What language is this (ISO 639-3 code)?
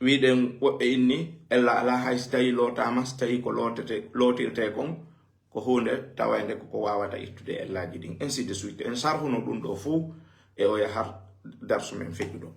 ful